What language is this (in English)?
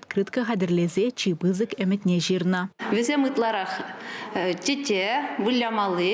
Chuvash